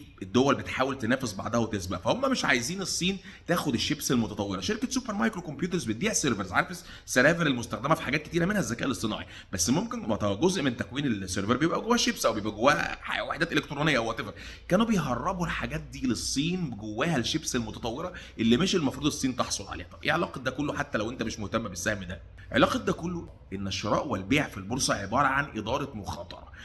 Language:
Egyptian Arabic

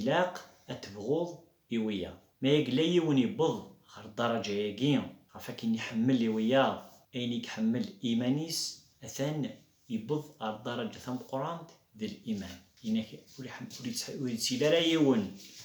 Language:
Kabyle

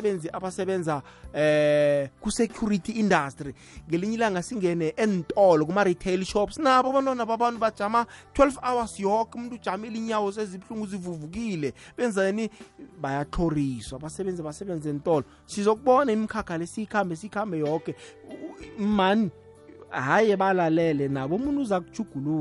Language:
South Ndebele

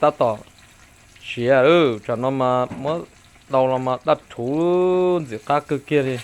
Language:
Hmong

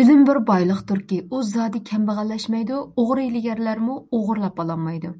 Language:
Uyghur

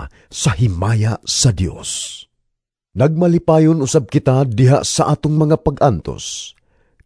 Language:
Cebuano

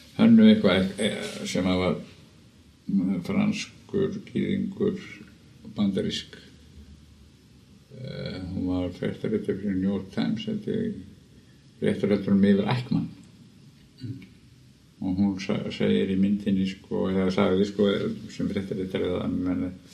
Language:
Icelandic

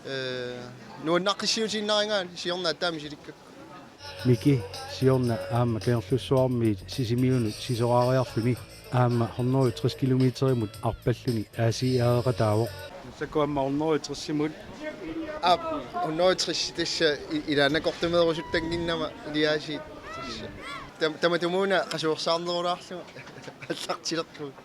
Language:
Kalaallisut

